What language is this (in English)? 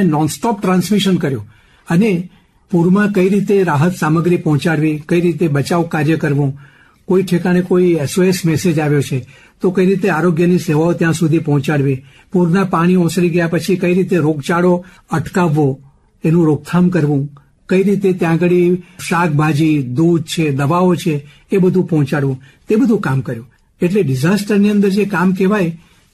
Gujarati